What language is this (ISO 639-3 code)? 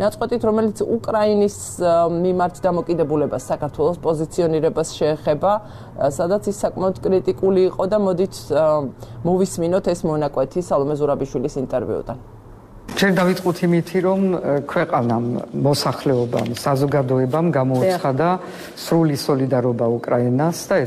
kat